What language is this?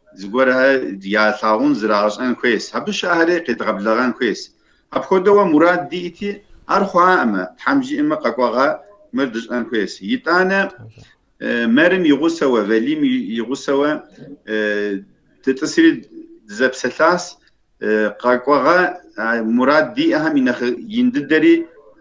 Kabardian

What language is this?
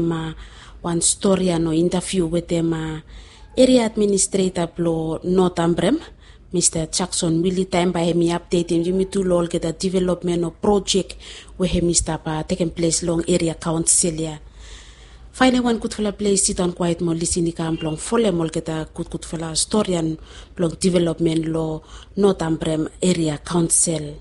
Bislama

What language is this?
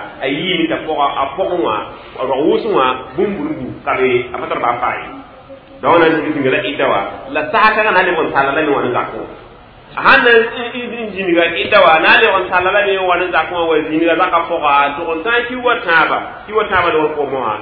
Mossi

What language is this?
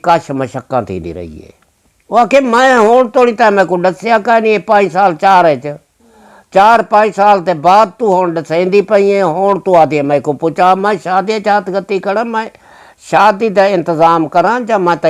Saraiki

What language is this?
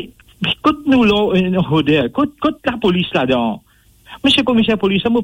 Morisyen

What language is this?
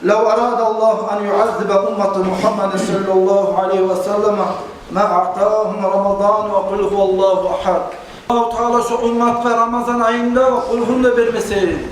Kumyk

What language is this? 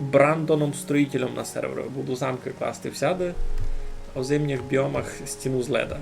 Rusyn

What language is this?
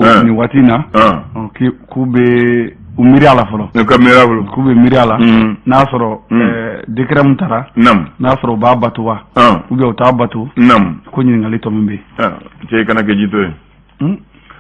Bambara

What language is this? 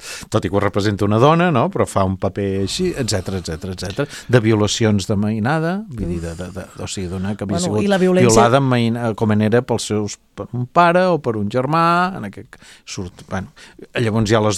Catalan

